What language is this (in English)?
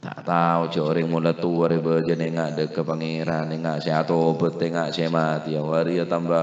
Madurese